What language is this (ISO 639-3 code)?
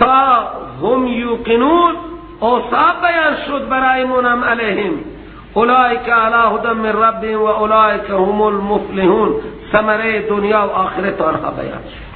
fas